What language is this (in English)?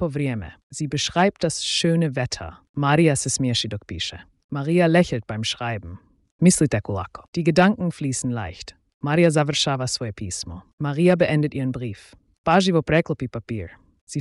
Slovenian